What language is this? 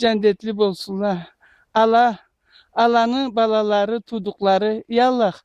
Karachay-Balkar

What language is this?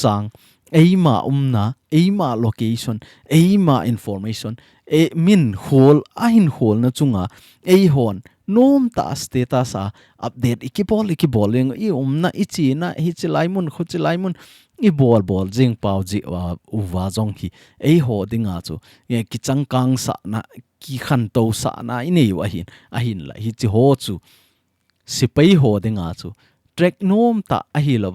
Thado Chin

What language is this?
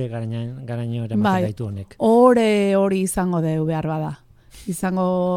Basque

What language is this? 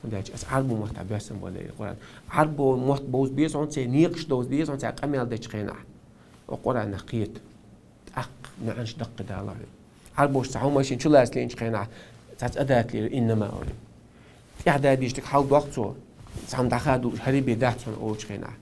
Chechen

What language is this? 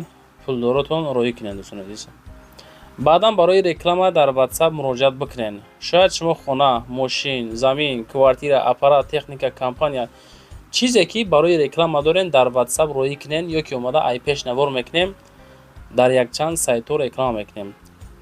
Tajik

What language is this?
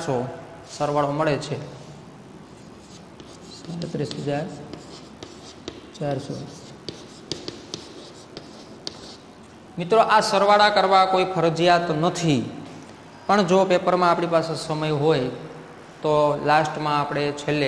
Gujarati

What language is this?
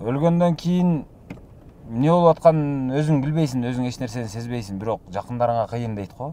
Kyrgyz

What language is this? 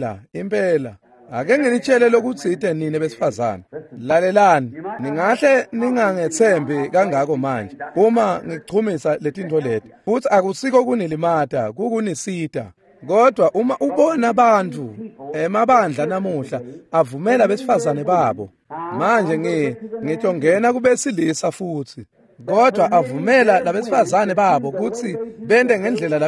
Swati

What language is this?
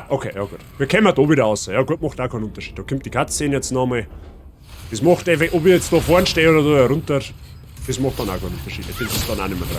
Bavarian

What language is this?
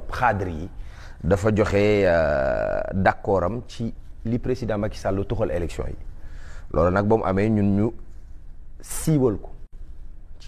Wolof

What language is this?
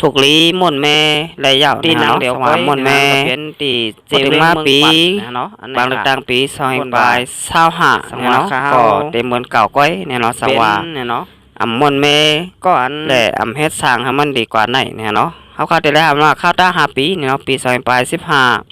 Shan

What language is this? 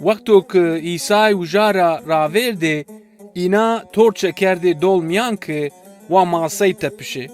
Zaza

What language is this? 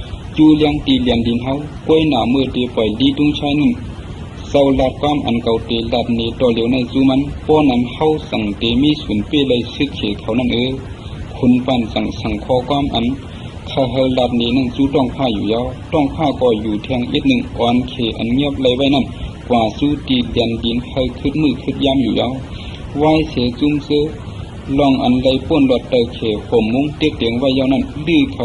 Shan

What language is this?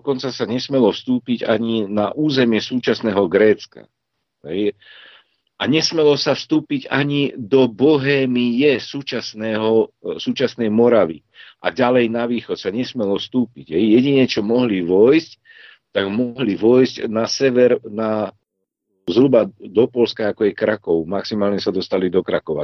Slovak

